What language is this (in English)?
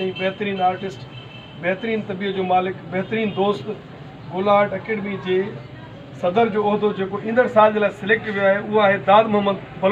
Sindhi